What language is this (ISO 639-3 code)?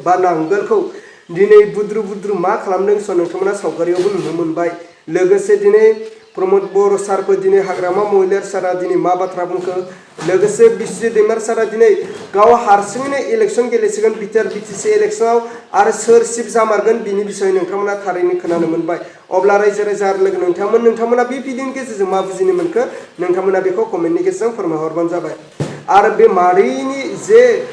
brx